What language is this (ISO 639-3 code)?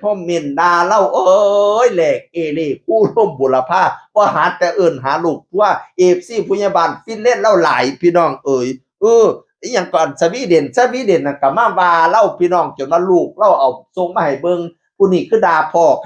tts